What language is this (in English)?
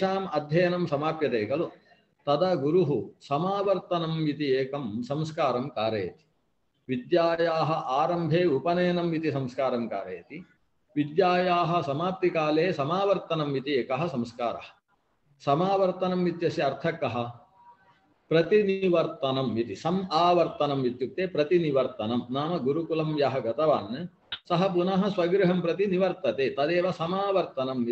Sanskrit